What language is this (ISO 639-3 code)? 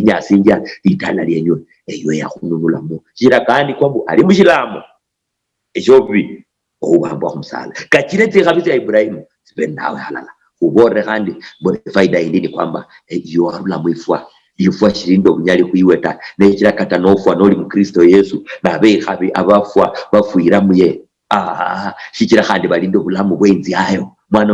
luy